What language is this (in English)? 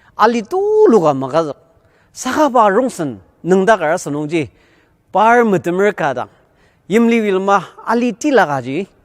Ao Naga